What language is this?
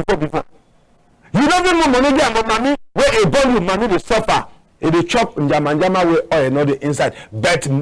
Cameroon Pidgin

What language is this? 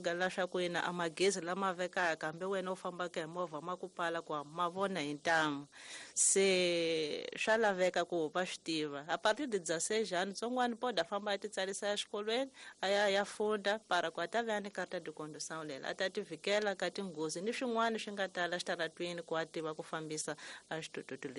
Tsonga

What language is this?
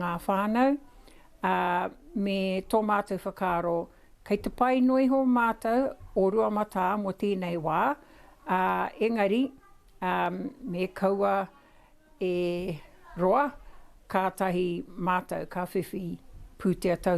Māori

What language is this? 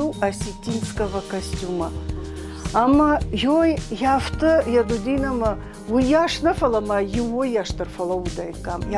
Ossetic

